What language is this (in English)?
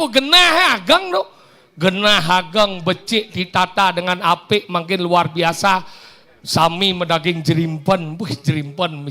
Balinese